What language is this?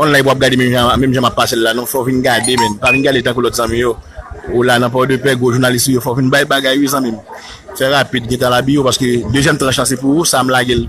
Haitian Creole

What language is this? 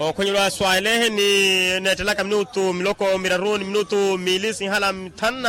Makhuwa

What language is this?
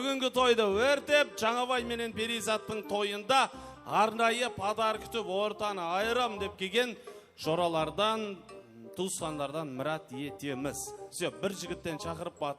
Kara-Kalpak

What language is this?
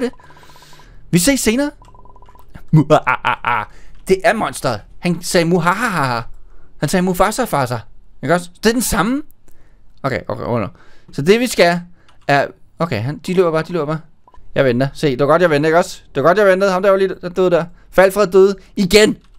Danish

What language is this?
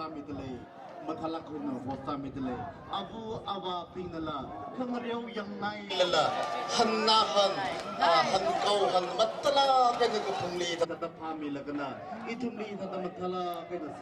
Tangkhul Naga (India)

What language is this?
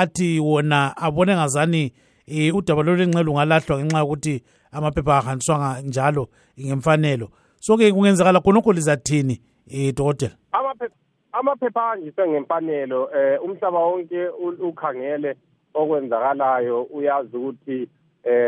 North Ndebele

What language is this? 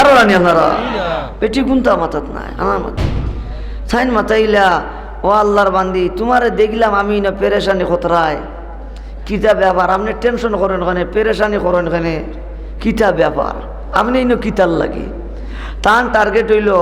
Sylheti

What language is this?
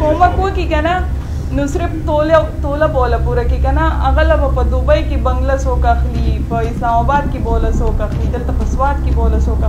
Pashto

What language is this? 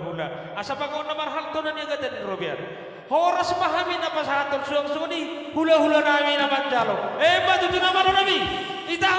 Batak Toba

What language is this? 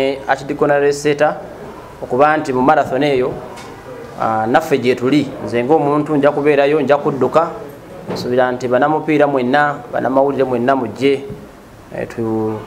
Ganda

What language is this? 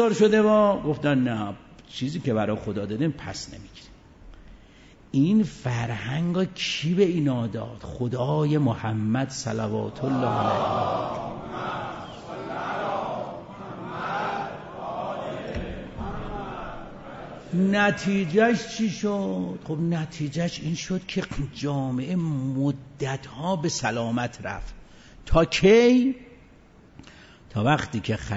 Persian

